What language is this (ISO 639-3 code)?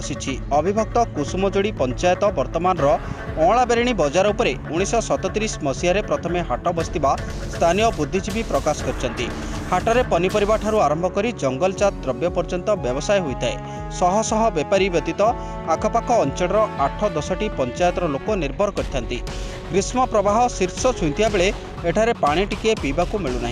ori